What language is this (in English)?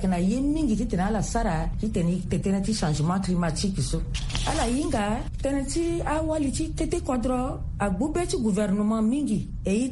Sango